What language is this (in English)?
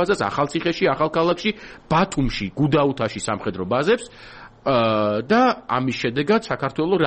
Georgian